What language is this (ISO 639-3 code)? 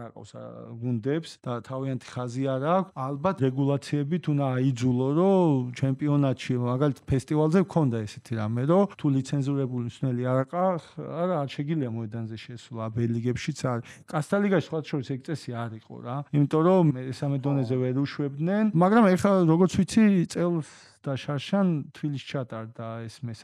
kat